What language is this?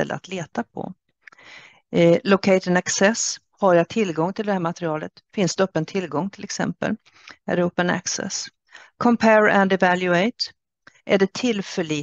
Swedish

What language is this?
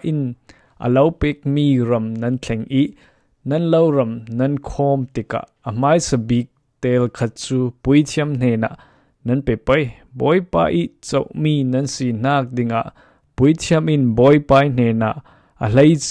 Falam Chin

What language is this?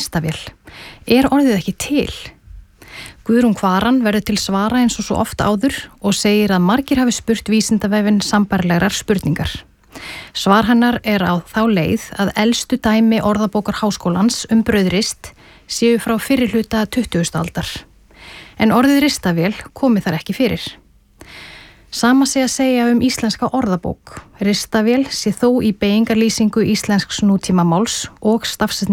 Icelandic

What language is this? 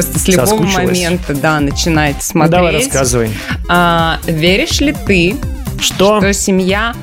Russian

